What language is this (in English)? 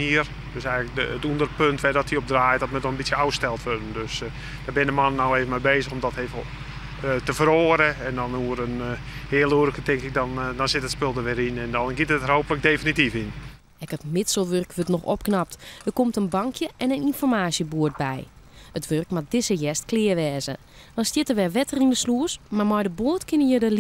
Western Frisian